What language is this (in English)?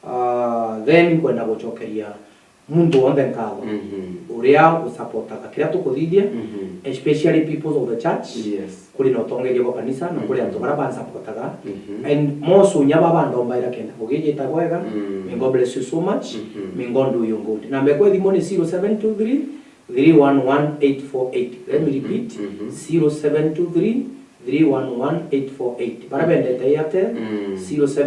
Meru